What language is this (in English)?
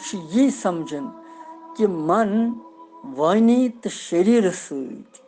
Kashmiri